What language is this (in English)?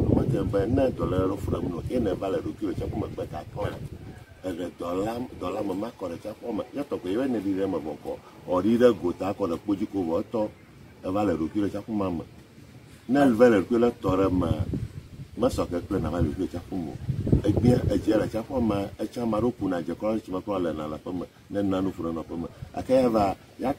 Ewe